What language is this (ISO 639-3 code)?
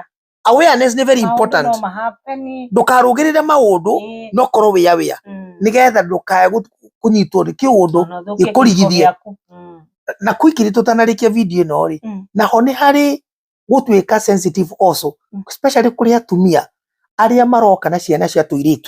kik